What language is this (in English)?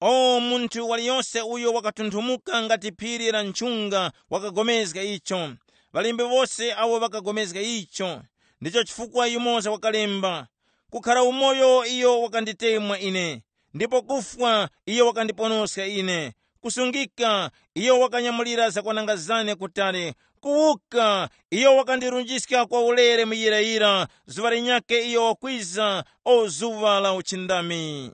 Tumbuka